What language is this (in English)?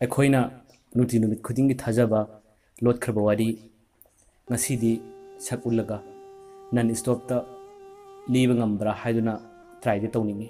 Manipuri